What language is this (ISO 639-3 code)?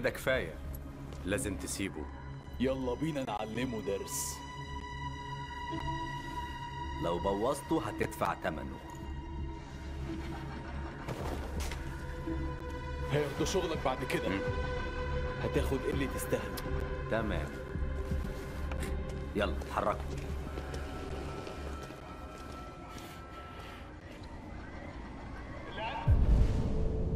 arz